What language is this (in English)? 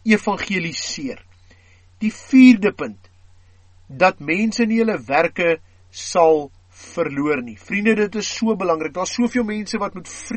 Afrikaans